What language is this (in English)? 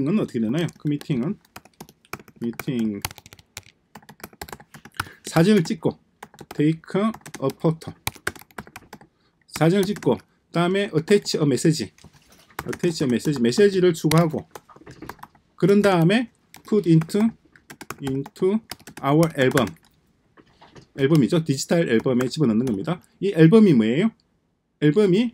Korean